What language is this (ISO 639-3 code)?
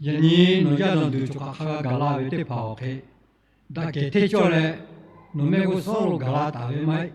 lhu